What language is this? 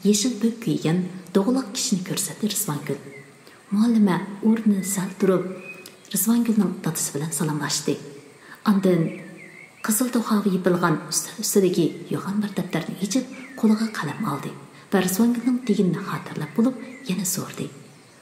Uyghur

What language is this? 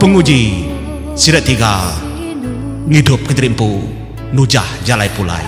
Iban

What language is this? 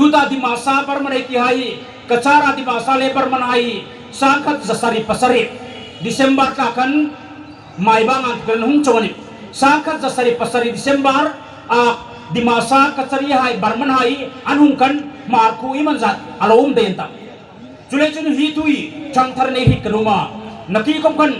Hmar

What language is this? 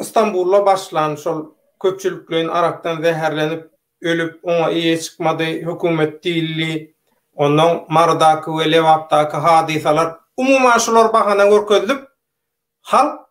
Turkmen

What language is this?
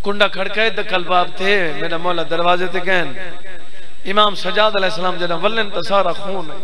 Saraiki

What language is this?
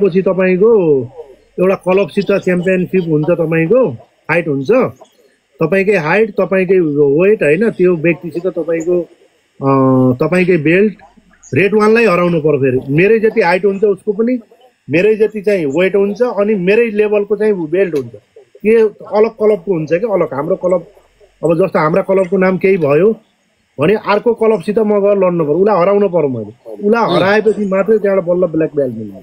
Nepali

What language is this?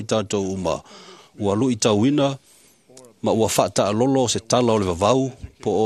Samoan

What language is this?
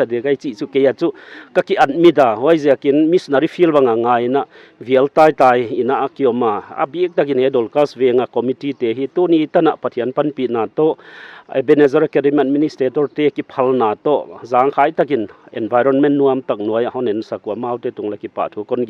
Paite Chin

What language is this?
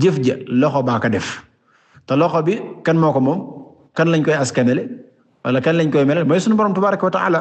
Wolof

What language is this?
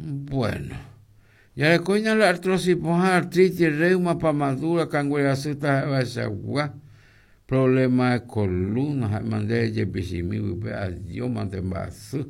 Guarani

